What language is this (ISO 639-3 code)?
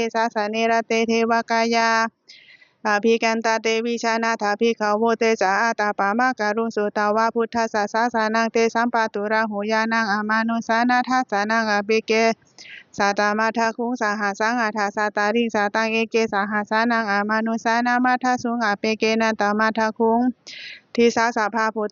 pli